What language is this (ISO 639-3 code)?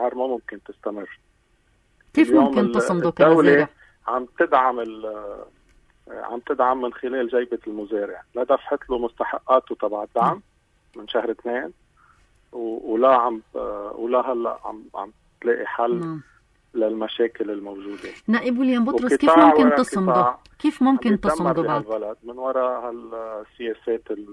apc